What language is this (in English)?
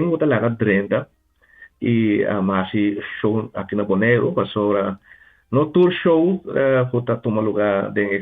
Papiamento